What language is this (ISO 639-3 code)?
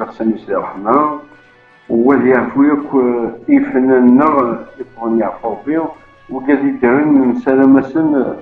kab